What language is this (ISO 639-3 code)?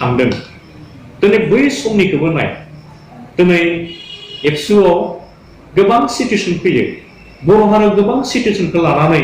brx